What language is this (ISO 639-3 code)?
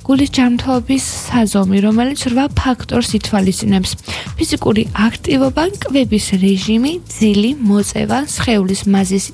kat